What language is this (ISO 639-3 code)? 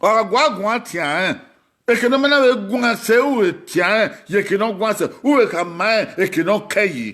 bin